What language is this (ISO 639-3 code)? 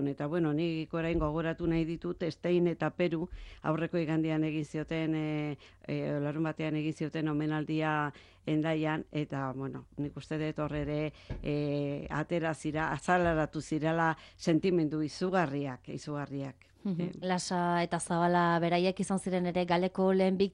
eus